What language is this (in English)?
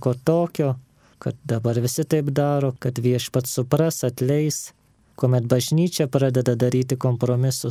Lithuanian